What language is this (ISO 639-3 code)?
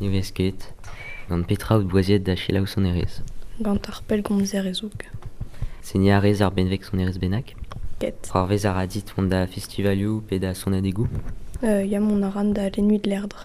bre